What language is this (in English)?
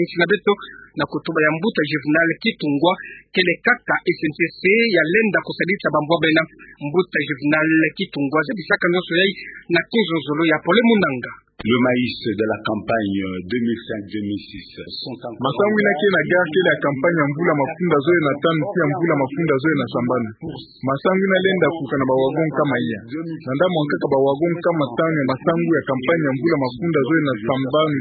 Kituba (Democratic Republic of Congo)